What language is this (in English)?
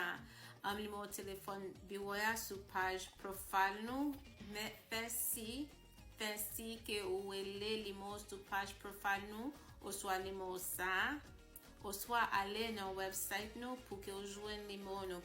Haitian Creole